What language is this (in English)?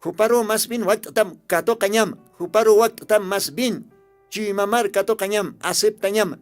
Aymara